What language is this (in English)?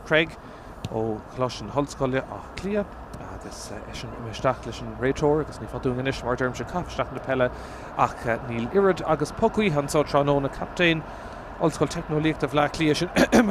Irish